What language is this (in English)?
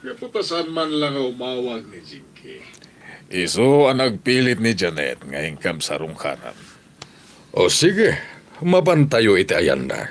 Iloko